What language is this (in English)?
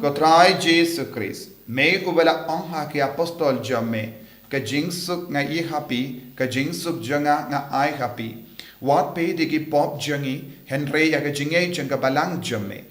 Khasi